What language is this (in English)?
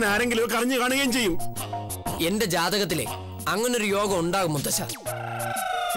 Malayalam